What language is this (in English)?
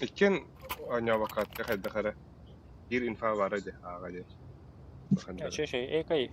Yakut